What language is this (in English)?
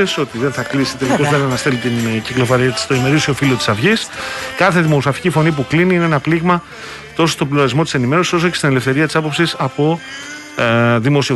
Greek